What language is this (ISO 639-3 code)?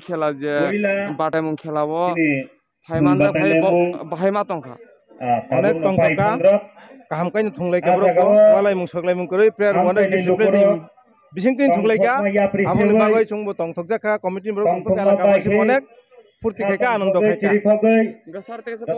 trp